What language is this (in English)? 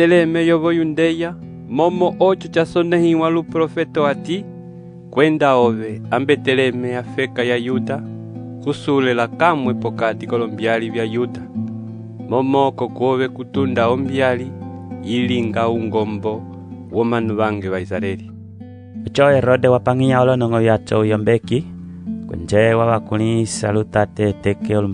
Umbundu